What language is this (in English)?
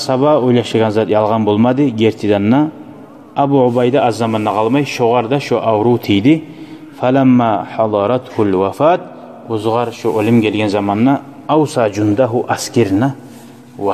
Kumyk